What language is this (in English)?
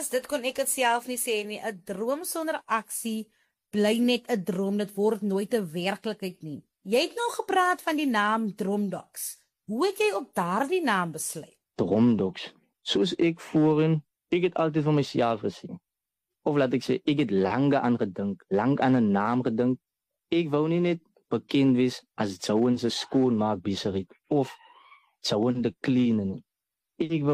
Afrikaans